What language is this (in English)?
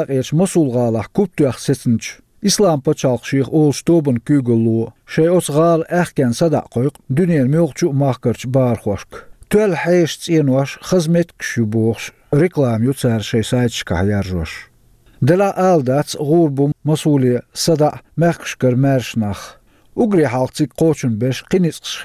Chechen